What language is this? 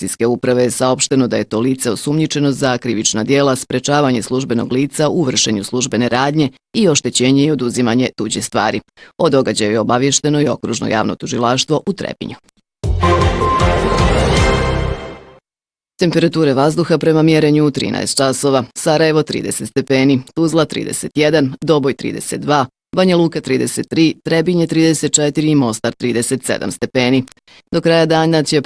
Bosnian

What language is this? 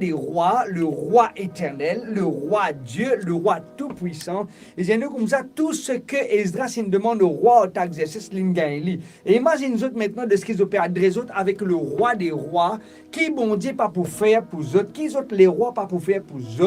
Morisyen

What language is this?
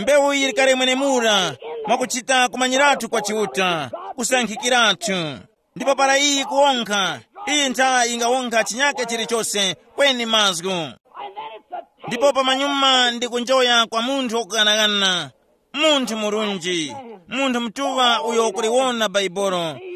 Tumbuka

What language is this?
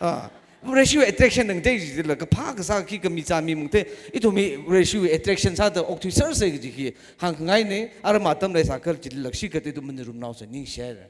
Tangkhul Naga (India)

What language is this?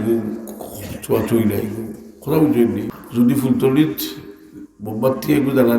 Sylheti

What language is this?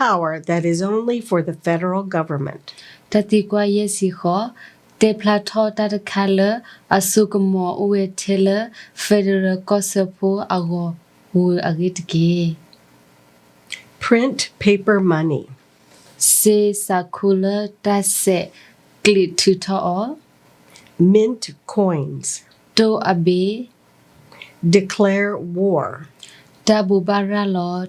S'gaw Karen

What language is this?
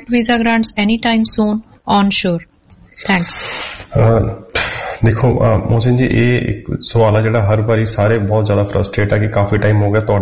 Punjabi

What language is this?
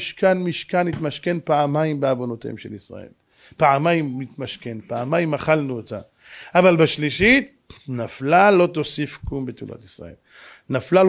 Hebrew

